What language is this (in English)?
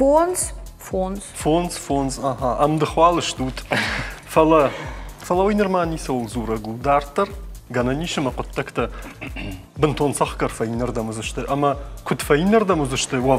Ossetic